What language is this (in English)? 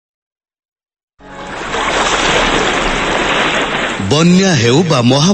Odia